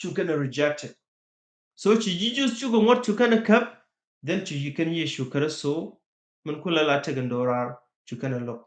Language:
Nuer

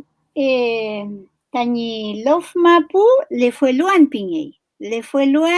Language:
Mapuche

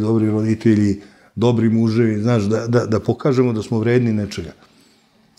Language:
Serbian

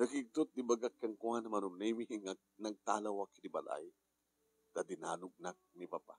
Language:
Iloko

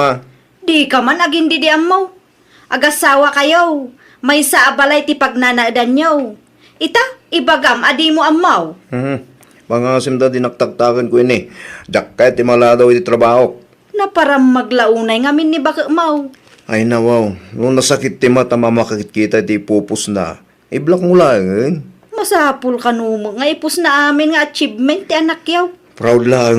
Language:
Iloko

